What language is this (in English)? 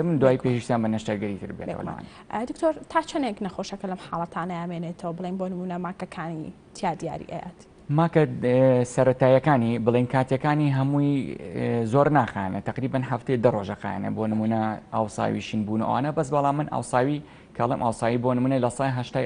Central Kurdish